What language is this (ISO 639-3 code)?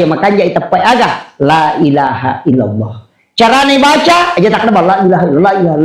bug